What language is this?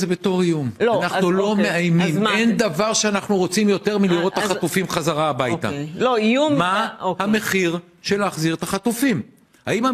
Hebrew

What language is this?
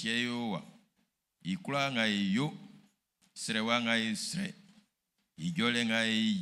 Baoulé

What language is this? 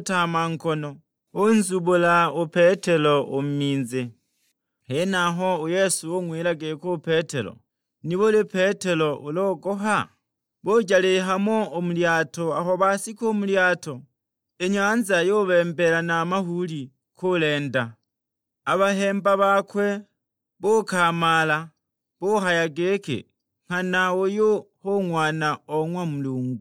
Sukuma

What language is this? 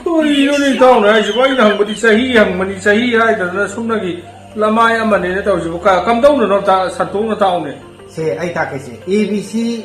Manipuri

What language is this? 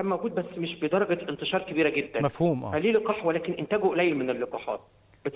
Egyptian Arabic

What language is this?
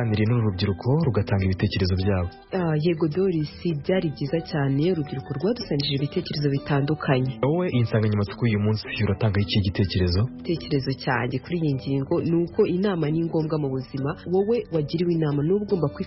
Kinyarwanda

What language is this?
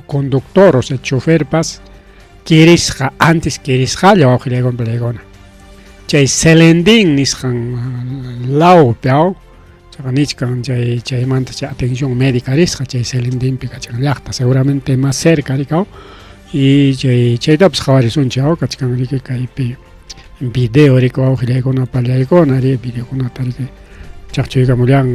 Ayacucho Quechua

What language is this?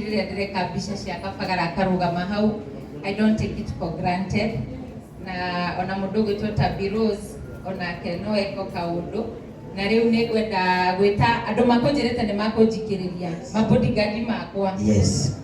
Kikuyu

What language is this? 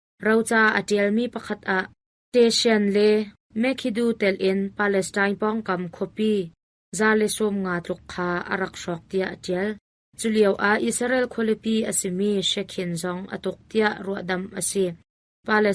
Hakha Chin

